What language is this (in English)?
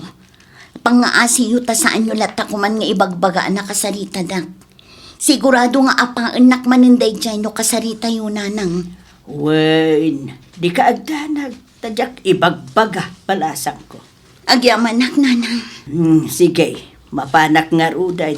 Iloko